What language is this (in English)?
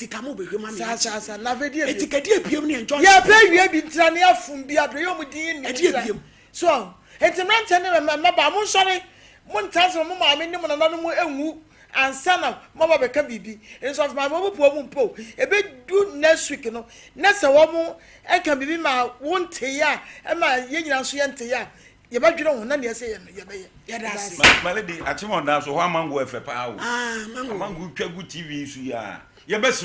Akan